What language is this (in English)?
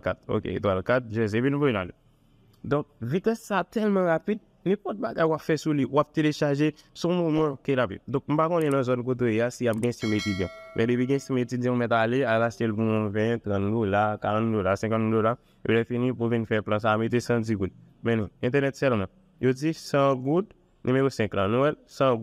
Haitian Creole